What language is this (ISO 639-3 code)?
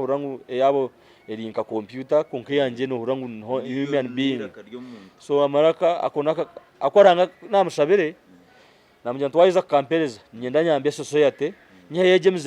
nyn